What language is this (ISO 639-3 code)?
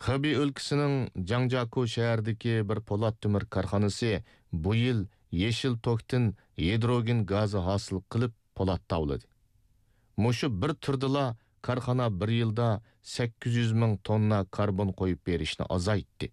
uig